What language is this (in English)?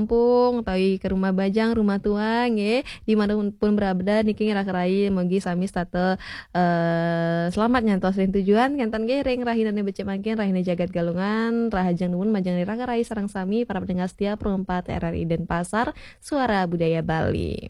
Balinese